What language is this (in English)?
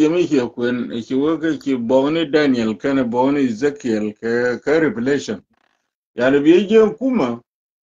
Nuer